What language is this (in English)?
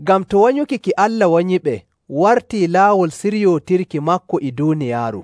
Nigerian Fulfulde